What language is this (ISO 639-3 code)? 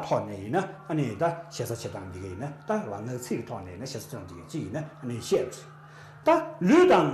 bod